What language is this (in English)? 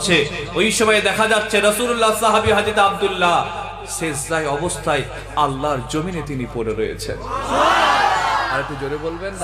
Bangla